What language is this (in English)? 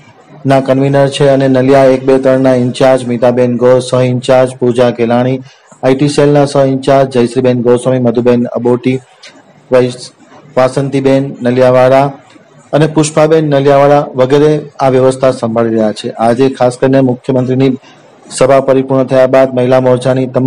Gujarati